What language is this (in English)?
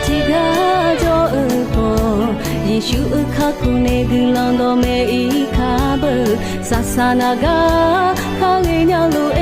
Akha